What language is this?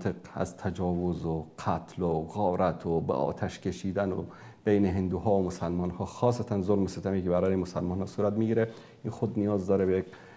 Persian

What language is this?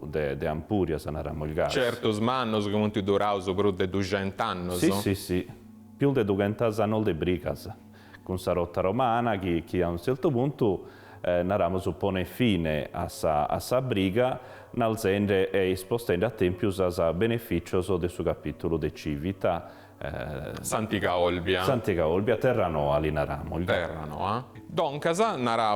Sardinian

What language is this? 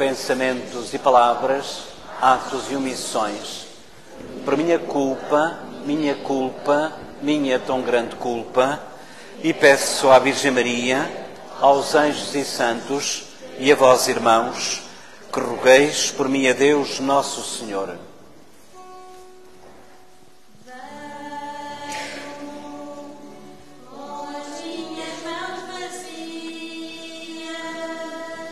Portuguese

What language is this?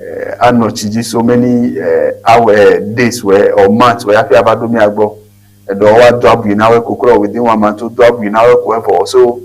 Ewe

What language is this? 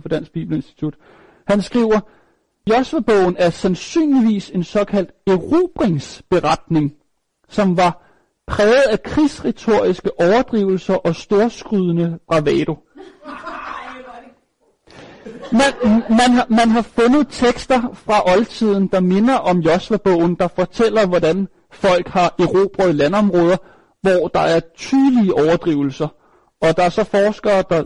Danish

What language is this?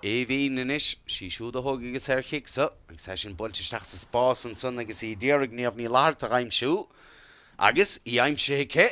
Irish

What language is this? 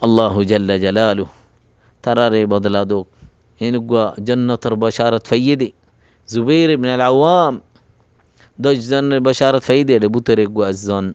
Rohingya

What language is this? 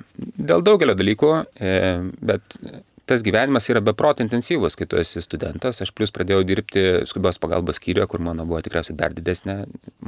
Lithuanian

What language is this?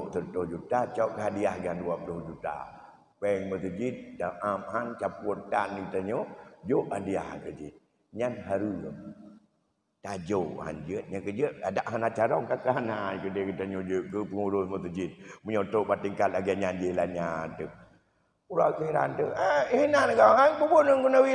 Achinese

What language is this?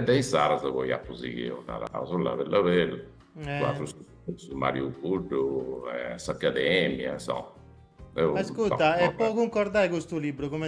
Sardinian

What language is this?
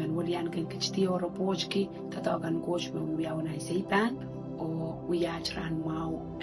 Pohnpeian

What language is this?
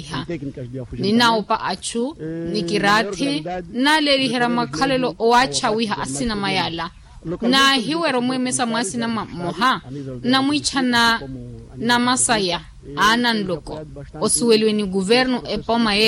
Makhuwa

